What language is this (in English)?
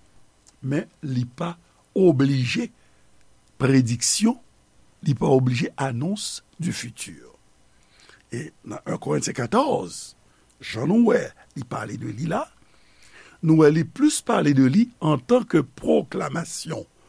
Haitian Creole